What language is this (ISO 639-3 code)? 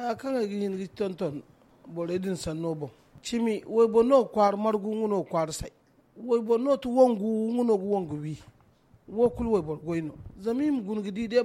dje